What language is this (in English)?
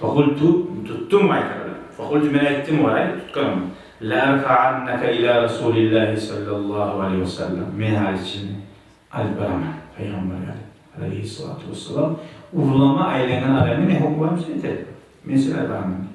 Kumyk